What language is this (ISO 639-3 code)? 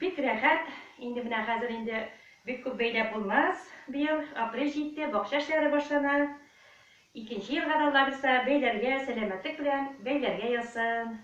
tat